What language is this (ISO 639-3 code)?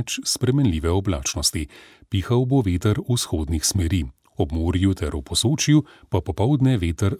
slv